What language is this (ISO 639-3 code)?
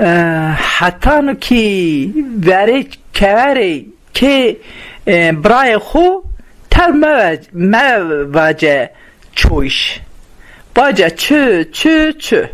zza